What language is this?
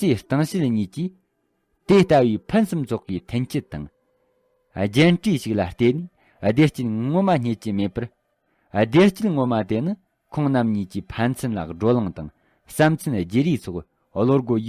Tibetan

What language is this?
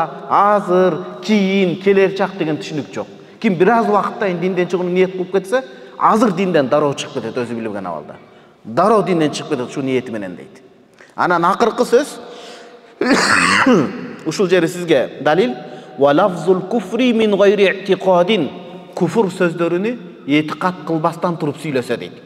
Kyrgyz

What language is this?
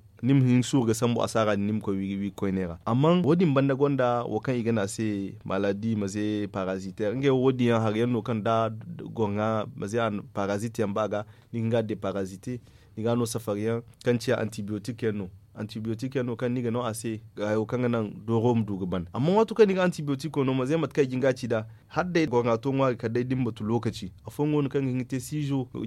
Zarma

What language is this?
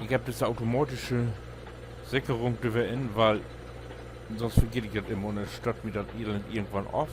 Low German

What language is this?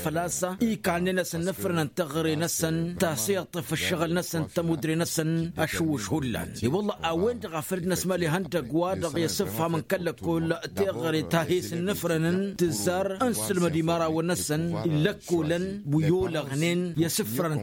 Tamasheq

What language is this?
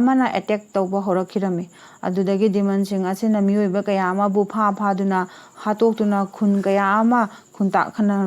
Manipuri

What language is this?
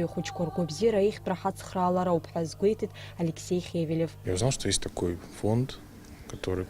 Abkhazian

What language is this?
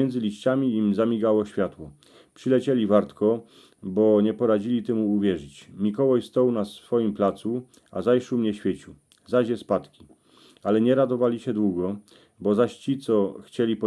Silesian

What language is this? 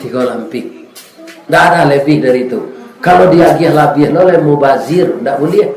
Minangkabau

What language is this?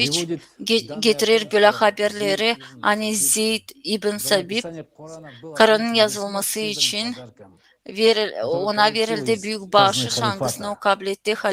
Gagauz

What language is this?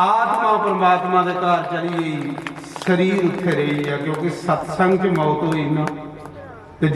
Dogri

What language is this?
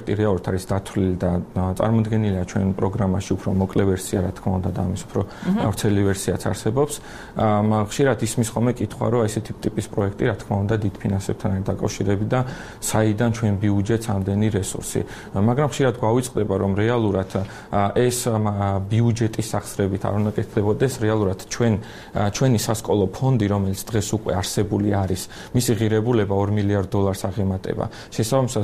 Georgian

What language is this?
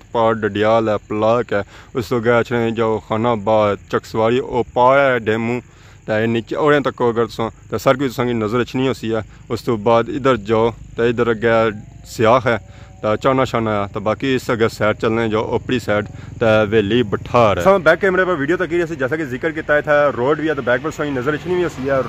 Pahari-Potwari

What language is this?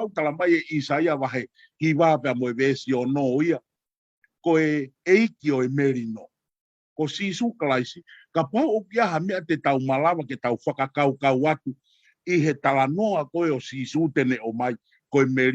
Tongan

